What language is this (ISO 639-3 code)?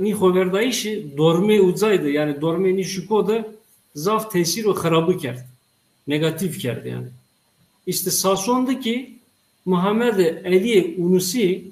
zza